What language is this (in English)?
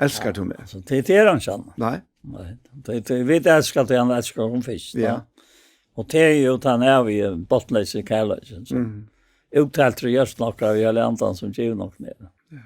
Faroese